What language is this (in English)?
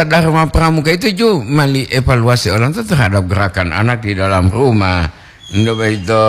Gorontalo